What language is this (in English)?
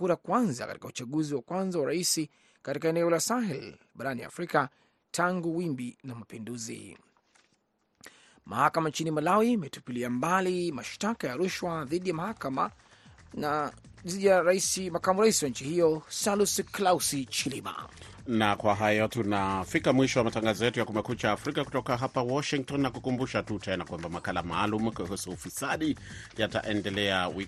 Swahili